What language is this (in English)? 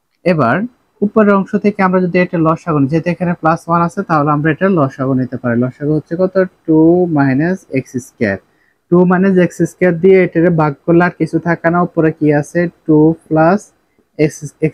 Bangla